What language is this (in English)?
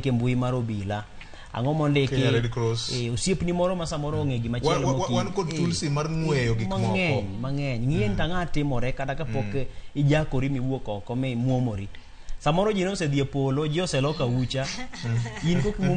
Luo (Kenya and Tanzania)